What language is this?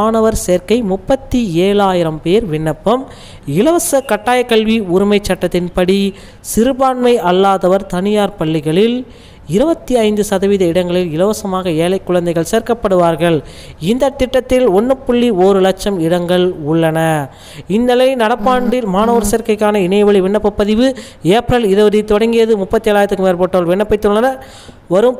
Tamil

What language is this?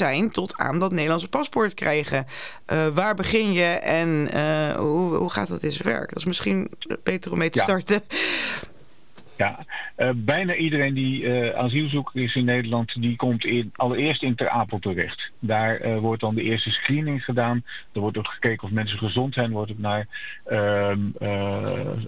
Dutch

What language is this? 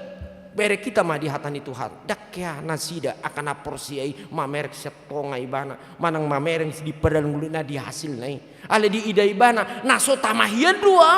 Batak Toba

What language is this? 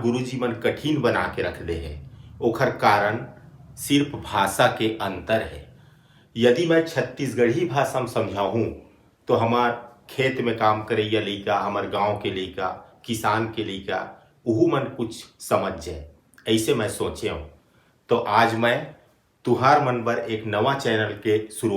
Chhattisgarhi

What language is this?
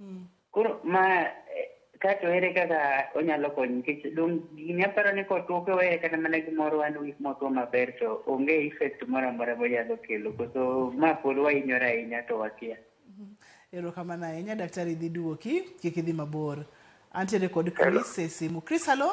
Luo (Kenya and Tanzania)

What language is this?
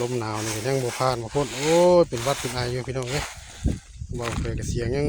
Northeastern Thai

